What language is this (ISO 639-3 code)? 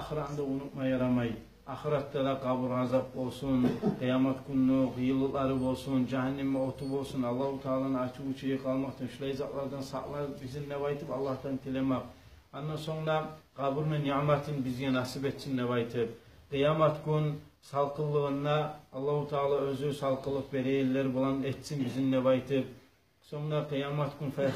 kum